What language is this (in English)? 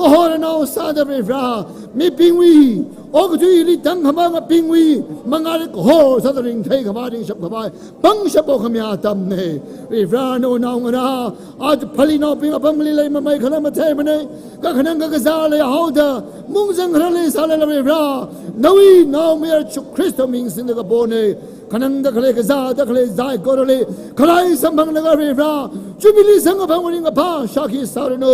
Tangkhul Naga (India)